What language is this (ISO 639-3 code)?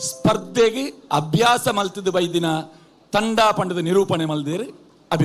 tcy